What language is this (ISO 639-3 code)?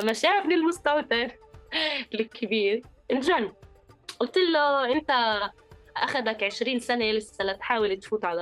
apc